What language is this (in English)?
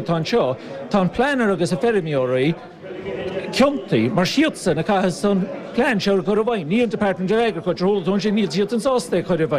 Irish